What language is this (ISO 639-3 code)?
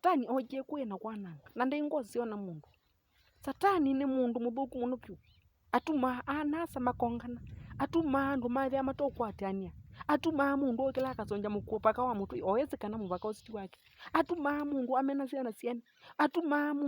kam